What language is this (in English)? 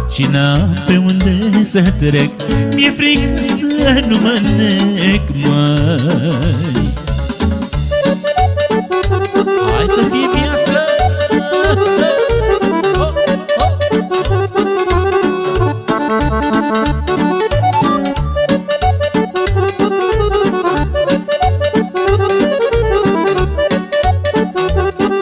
Romanian